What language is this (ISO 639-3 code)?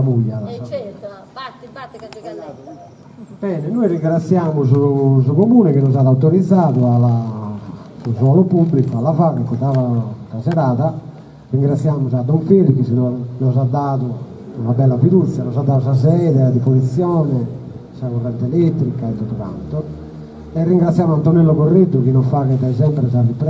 srd